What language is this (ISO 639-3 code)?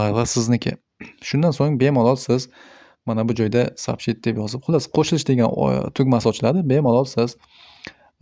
uzb